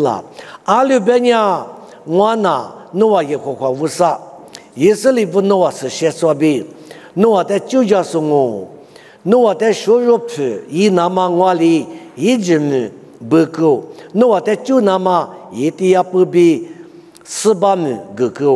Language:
Lisu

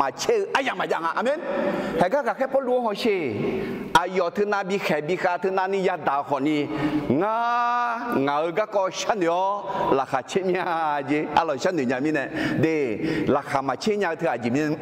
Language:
Akha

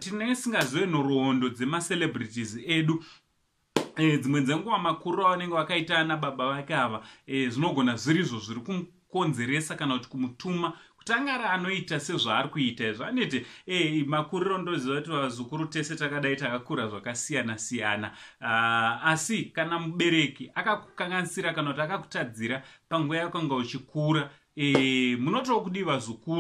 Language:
Shona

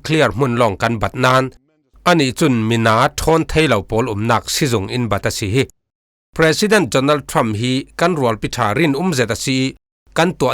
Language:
Falam Chin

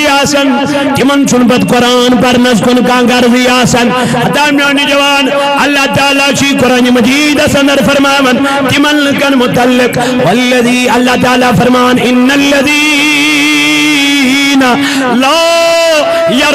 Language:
Kashmiri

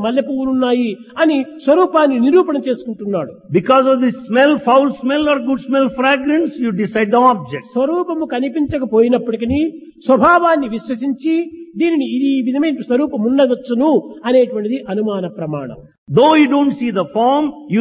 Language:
Telugu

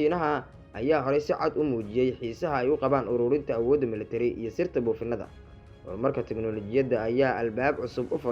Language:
Somali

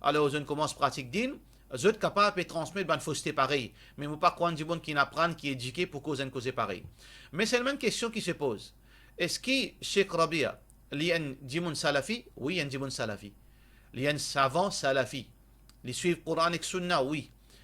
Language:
Morisyen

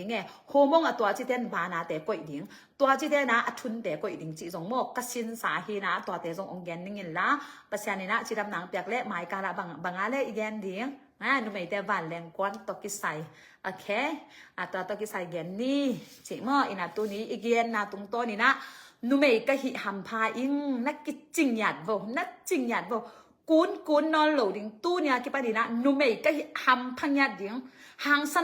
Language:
Tedim Chin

